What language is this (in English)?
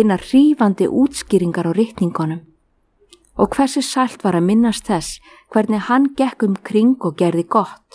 Icelandic